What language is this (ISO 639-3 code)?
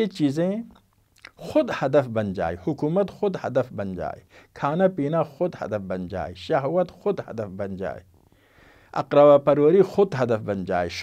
urd